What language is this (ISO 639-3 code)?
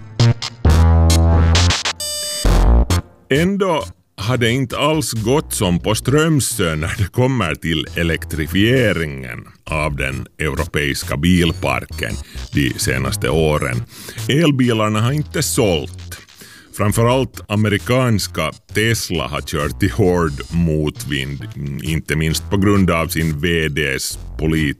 swe